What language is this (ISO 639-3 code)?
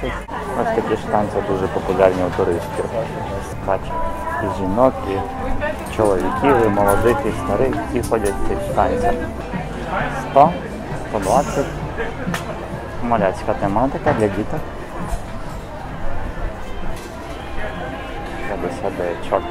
ukr